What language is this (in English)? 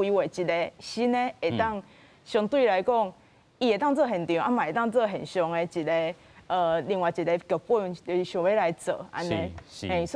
Min Nan Chinese